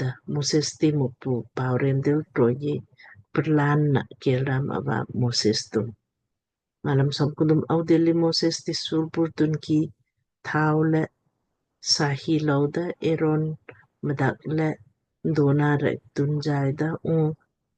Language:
Lamkang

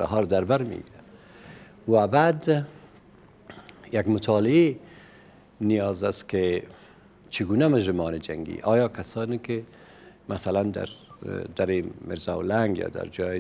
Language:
Persian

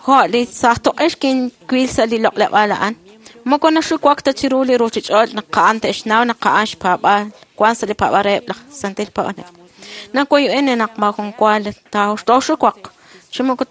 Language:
Kekchí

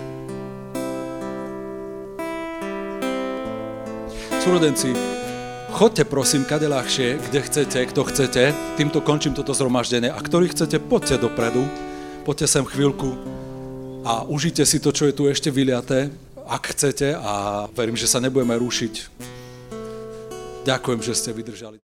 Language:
Slovak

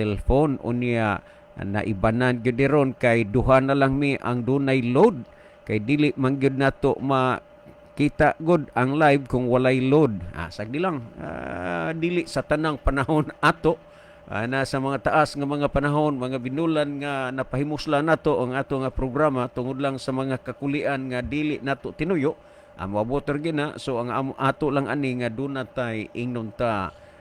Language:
Cebuano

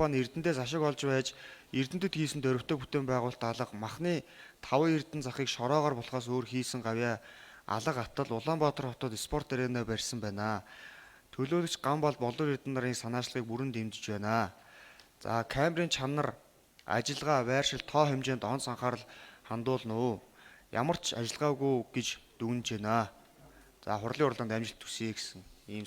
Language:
Mongolian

